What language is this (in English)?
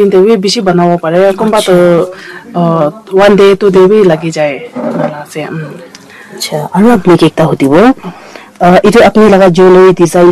Naga Pidgin